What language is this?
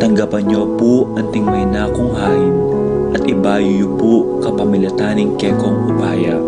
Pampanga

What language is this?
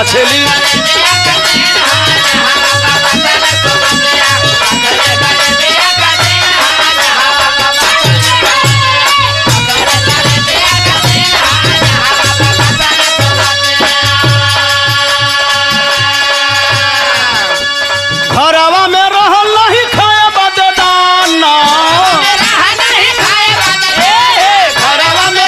Bhojpuri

